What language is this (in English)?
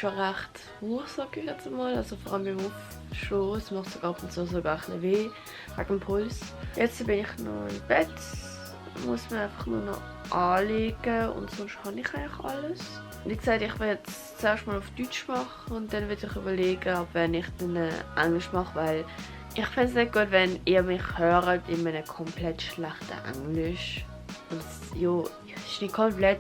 Swiss German